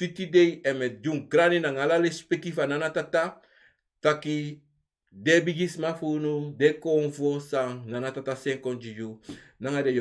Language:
Sranan Tongo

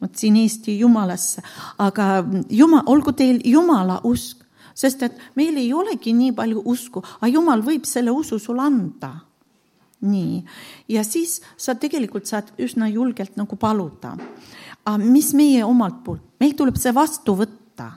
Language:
Estonian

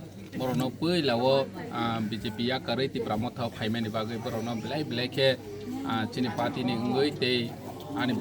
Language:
Kok Borok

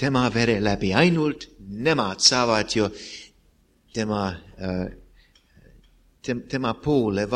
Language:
Estonian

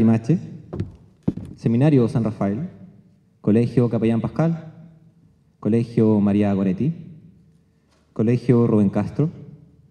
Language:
Spanish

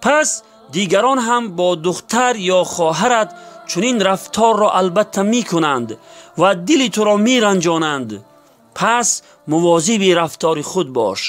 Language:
Tajik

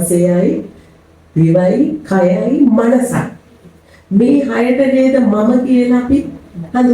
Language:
Sinhala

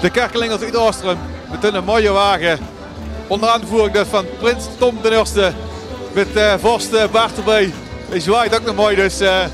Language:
Limburgish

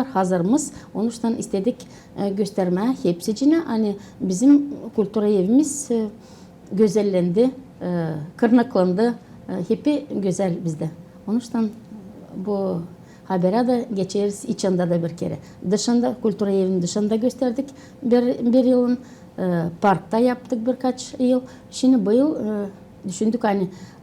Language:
Gagauz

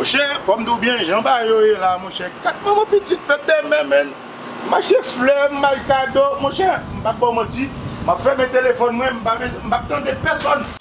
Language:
Haitian Creole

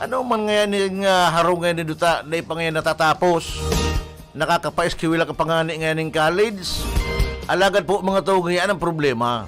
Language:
Bikol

